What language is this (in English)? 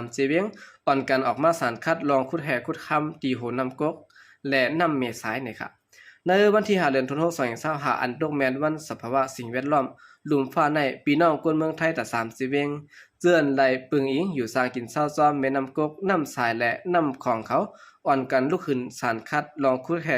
Shan